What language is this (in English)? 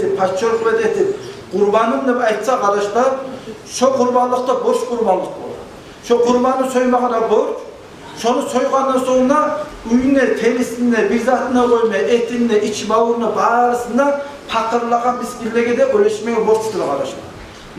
Kumyk